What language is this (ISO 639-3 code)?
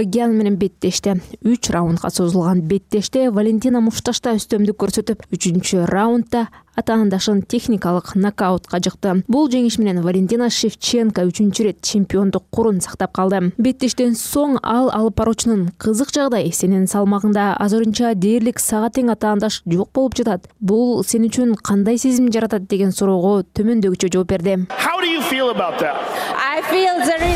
kir